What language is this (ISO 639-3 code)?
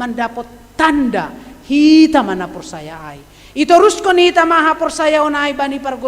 bts